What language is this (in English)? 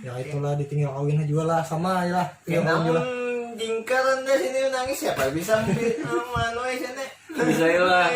Banjar